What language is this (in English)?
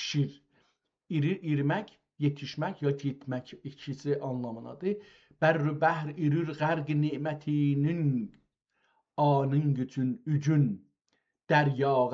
South Azerbaijani